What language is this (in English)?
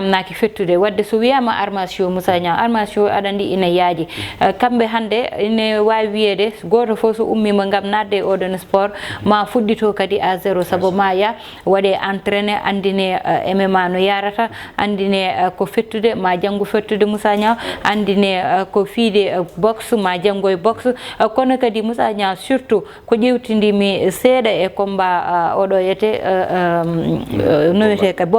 Fula